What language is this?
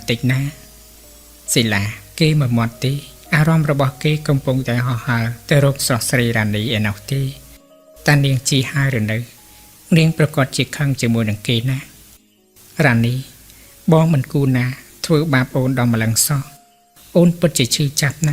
Khmer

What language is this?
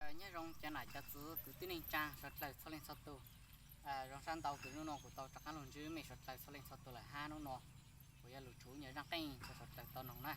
Hmong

